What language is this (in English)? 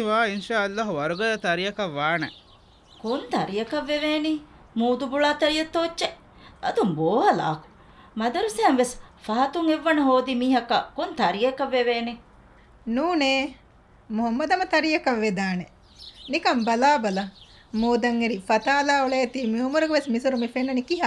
Divehi